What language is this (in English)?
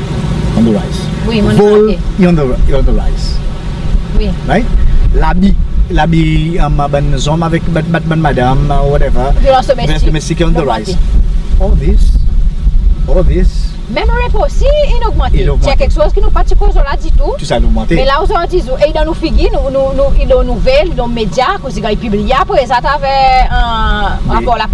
Seselwa Creole French